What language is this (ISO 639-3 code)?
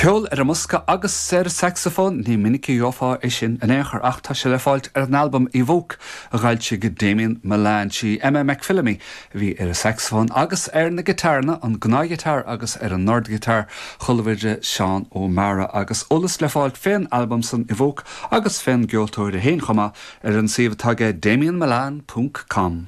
gle